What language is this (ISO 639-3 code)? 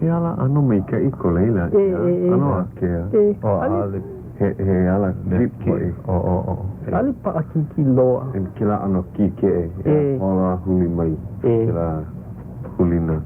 haw